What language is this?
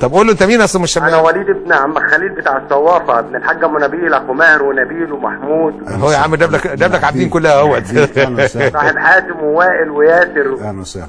Egyptian Arabic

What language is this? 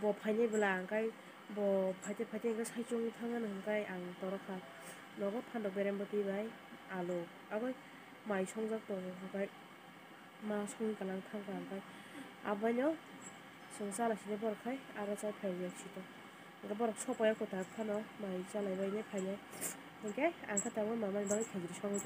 Kok Borok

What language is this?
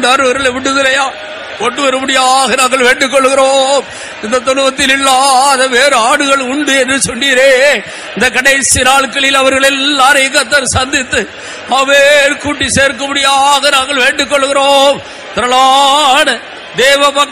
Tamil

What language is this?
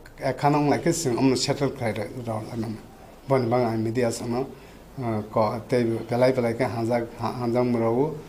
Kok Borok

